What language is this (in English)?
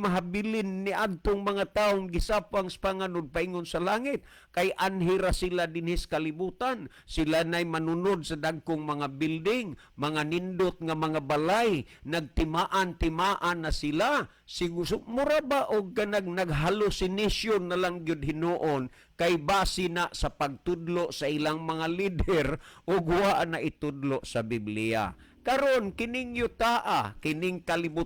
Cebuano